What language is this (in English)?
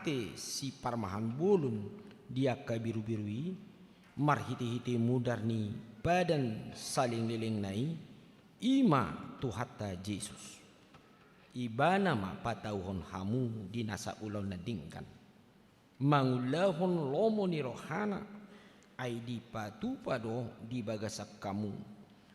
Batak Toba